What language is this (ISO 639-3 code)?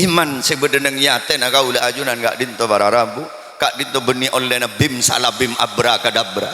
mad